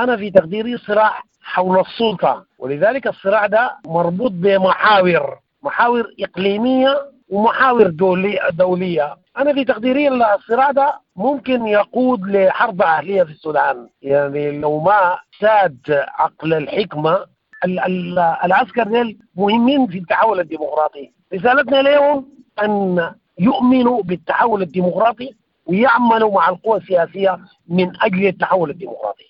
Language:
Sudanese Arabic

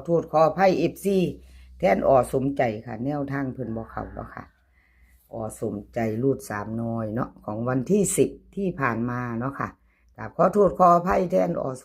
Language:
Northeastern Thai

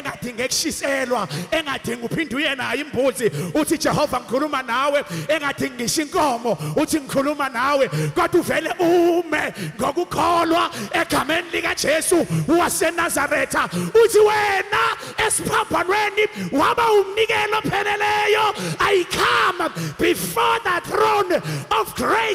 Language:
Zulu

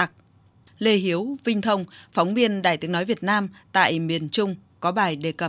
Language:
Vietnamese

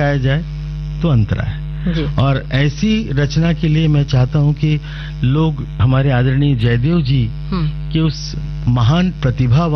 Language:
Hindi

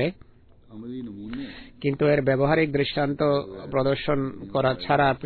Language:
Bangla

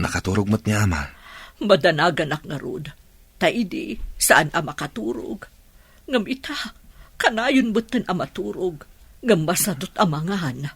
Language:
Iloko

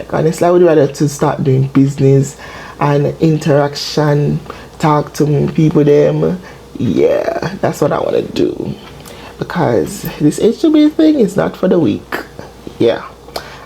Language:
Jamaican Creole English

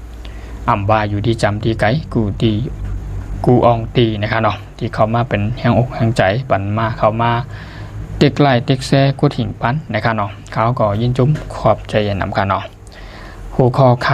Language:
Shan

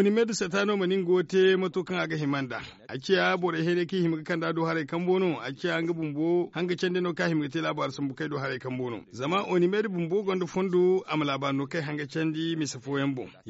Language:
Zarma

